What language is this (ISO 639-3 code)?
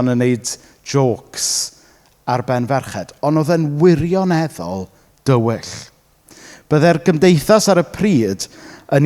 cym